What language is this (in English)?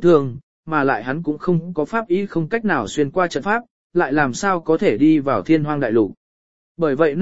Vietnamese